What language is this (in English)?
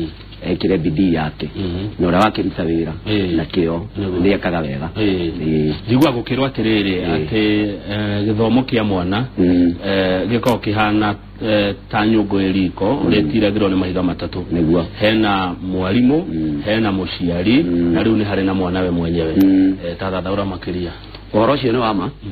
Kikuyu